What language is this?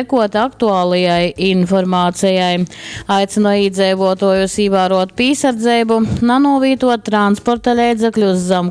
Latgalian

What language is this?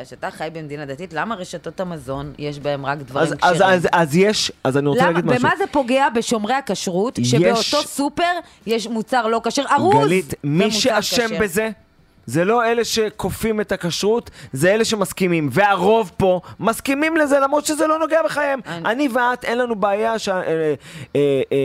Hebrew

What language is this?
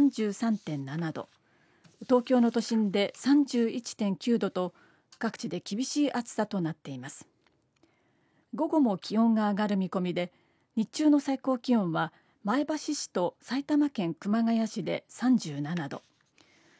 Japanese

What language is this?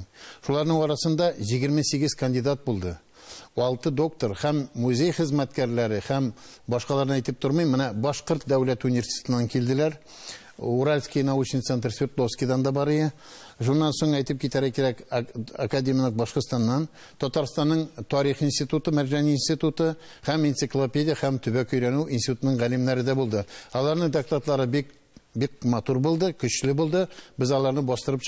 Tatar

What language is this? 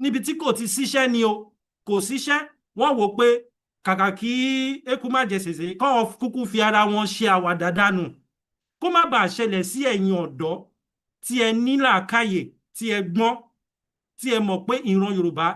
Yoruba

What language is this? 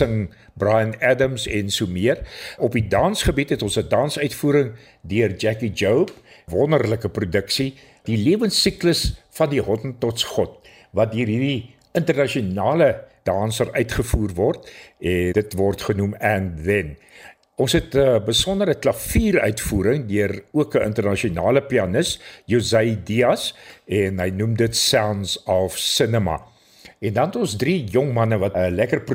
Afrikaans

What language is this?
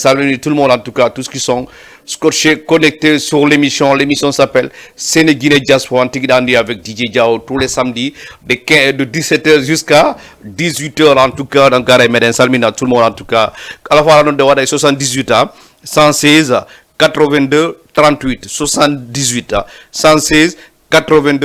Fula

